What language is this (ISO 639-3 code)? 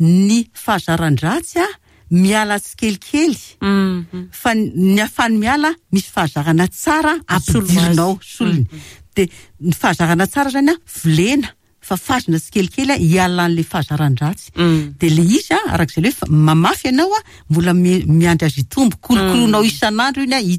mlg